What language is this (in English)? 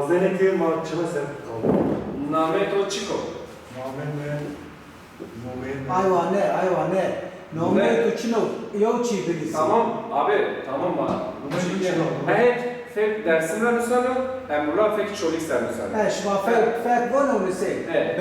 Zaza